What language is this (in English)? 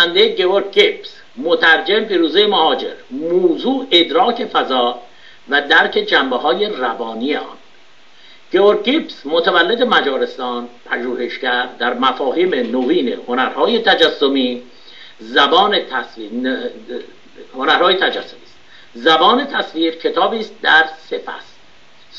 Persian